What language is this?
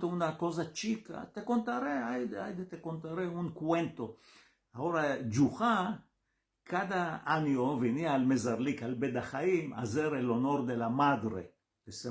Ladino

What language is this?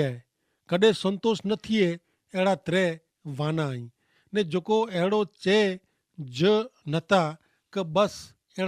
Kachhi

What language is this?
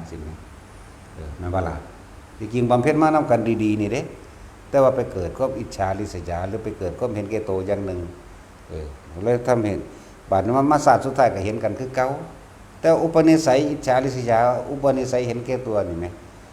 Northeastern Thai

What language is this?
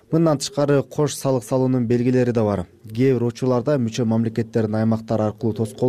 Kyrgyz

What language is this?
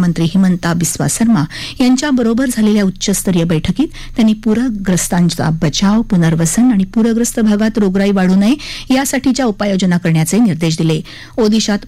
Marathi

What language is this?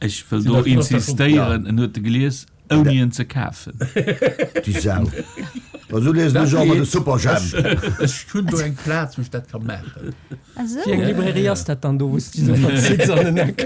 Luxembourgish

